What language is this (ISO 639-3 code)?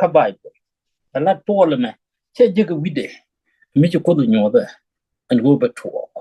nus